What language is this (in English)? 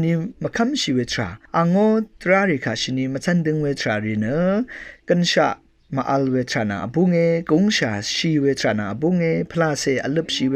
Rawang